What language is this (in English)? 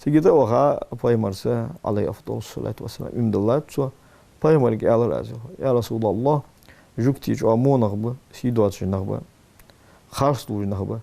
Ingush